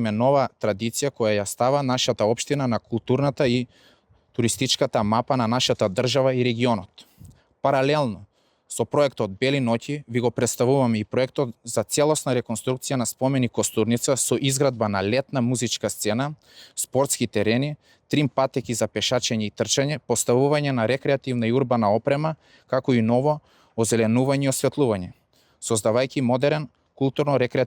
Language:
Macedonian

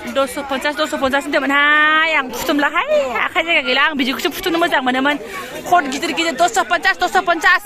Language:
Bodo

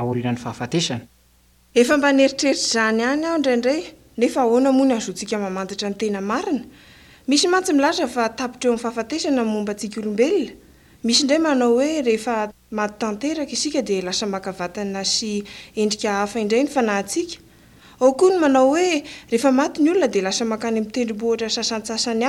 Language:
Malagasy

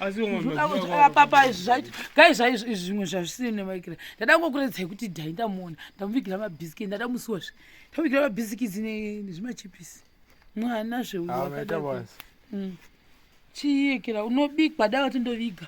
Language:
Shona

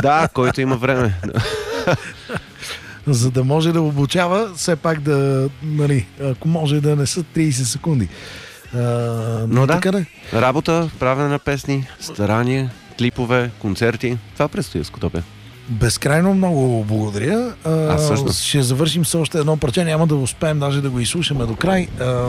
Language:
Bulgarian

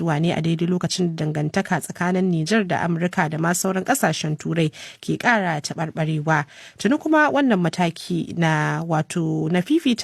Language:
Hausa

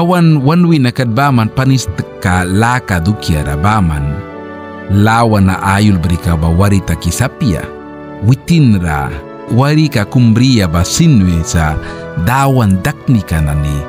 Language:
Mískito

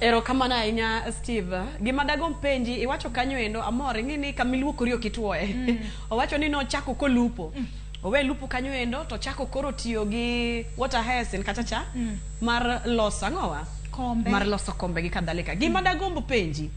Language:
Luo (Kenya and Tanzania)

